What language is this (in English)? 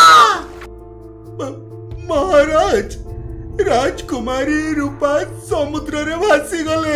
Odia